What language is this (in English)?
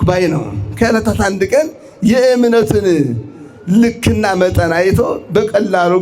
Amharic